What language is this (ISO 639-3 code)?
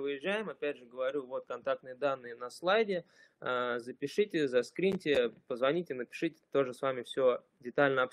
rus